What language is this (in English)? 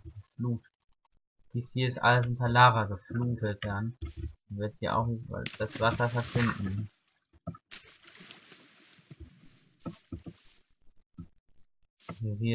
German